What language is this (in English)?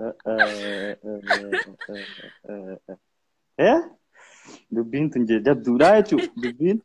Oromo